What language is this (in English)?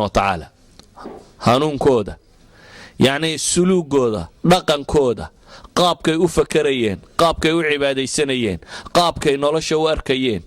Somali